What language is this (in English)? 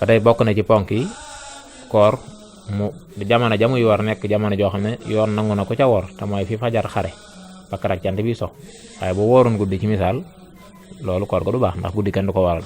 Wolof